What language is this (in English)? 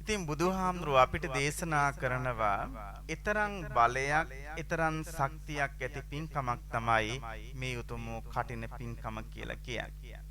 Sinhala